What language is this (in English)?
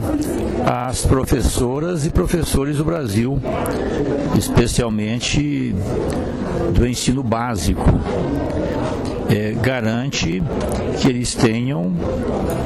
Portuguese